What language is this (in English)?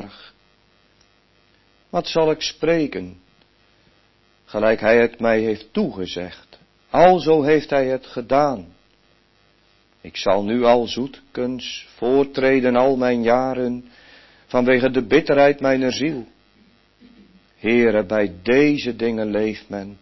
Dutch